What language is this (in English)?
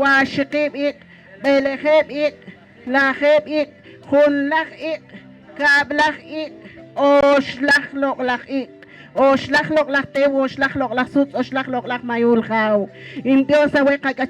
Poqomchi'